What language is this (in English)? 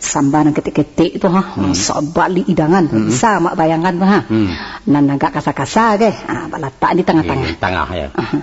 Minangkabau